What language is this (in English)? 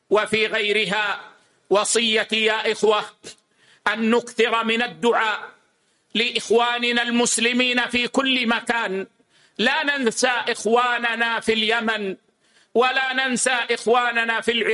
Arabic